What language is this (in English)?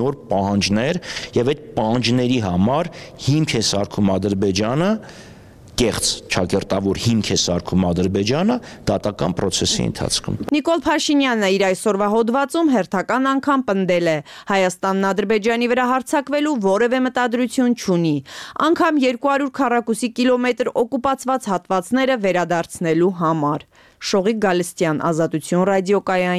Armenian